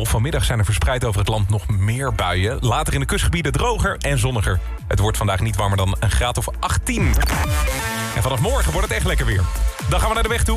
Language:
Dutch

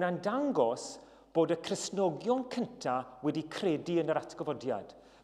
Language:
Welsh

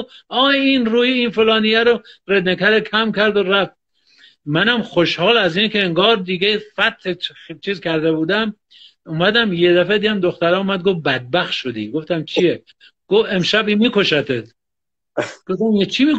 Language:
Persian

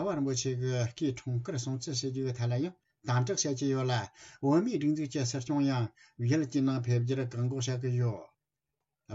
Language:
Tibetan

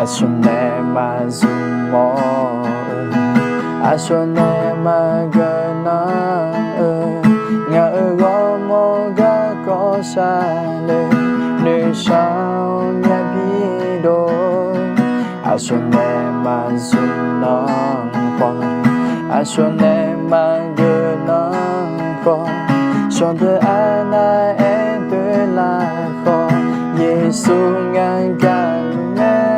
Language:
Akha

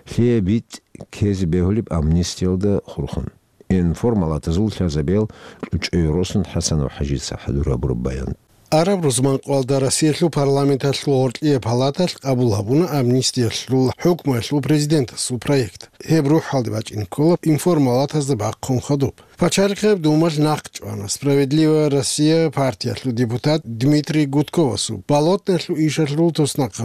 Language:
Avaric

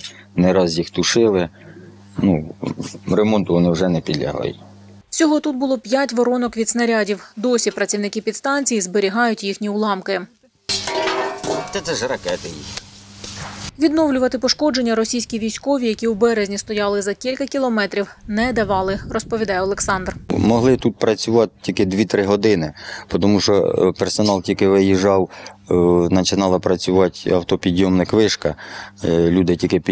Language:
Ukrainian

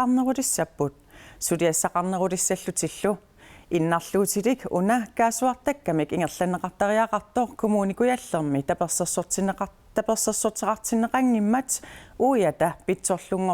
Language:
Kalaallisut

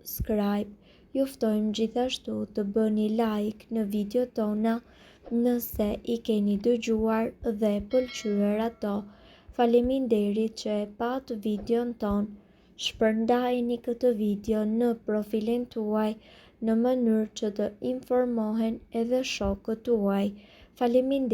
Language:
Albanian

